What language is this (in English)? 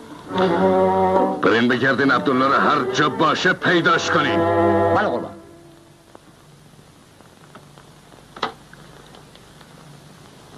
Persian